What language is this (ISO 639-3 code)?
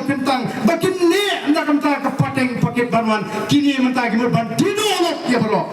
kha